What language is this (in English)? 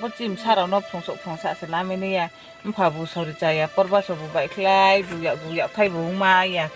Riang (India)